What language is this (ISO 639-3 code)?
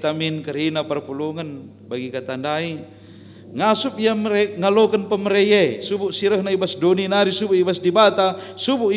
btx